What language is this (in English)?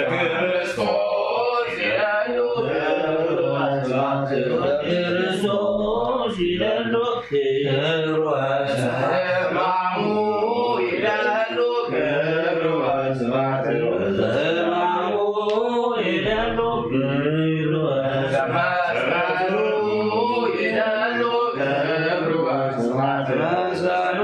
Geez